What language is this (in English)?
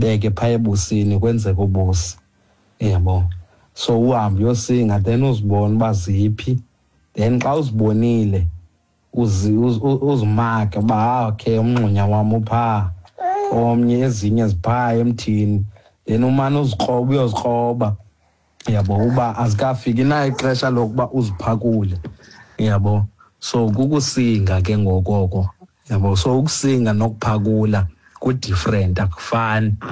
Xhosa